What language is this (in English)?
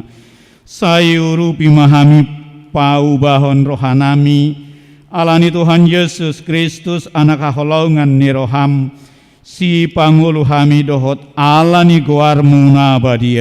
Batak Toba